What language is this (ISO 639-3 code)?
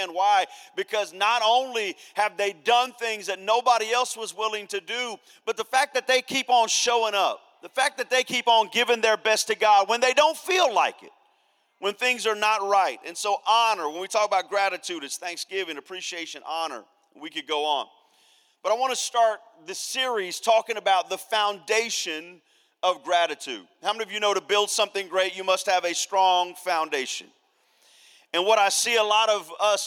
eng